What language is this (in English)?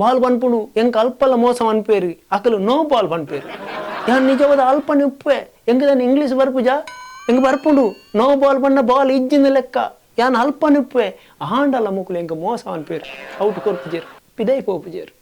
Tulu